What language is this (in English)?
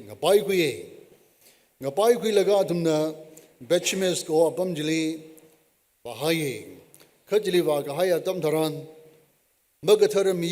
Tangkhul Naga (India)